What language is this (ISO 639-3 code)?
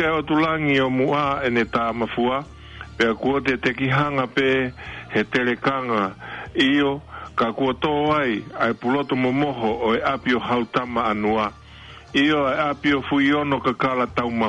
ton